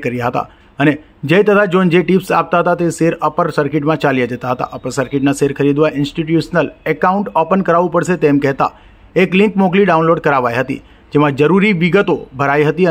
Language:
Gujarati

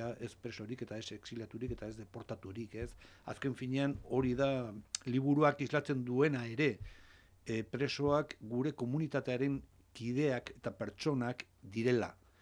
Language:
Basque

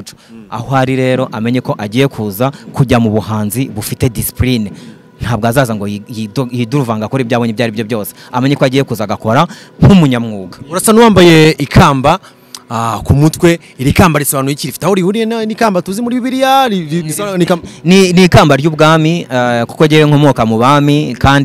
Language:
Kinyarwanda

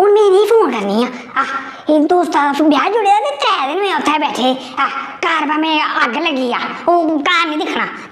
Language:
Dogri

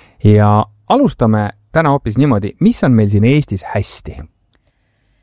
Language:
Estonian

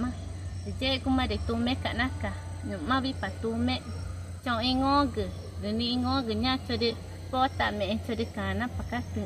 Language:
Ticuna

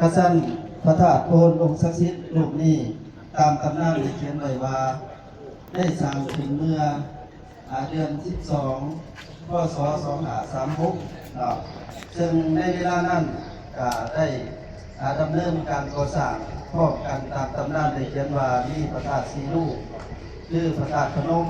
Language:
Lao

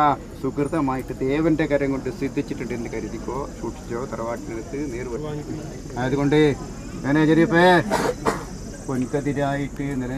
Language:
Malayalam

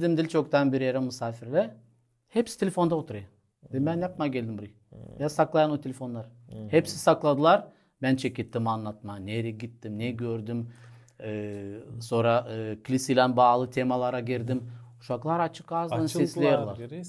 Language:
Gagauz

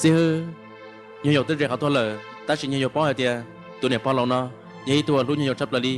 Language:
Hmong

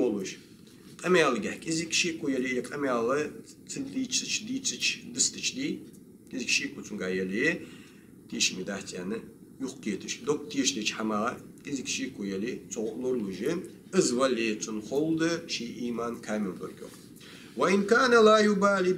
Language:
Ingush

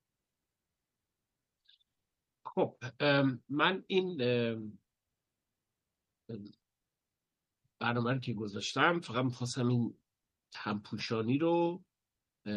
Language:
Persian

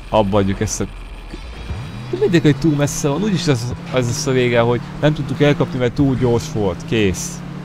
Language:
Hungarian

